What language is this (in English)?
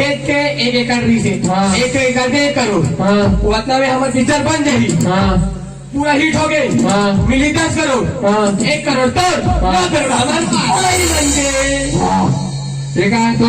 Chhattisgarhi